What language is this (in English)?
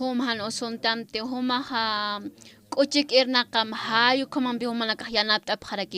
Aymara